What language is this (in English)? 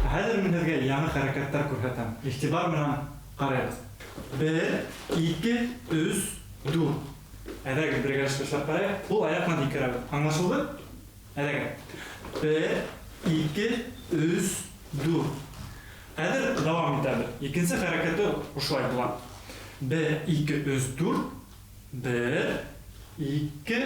Bashkir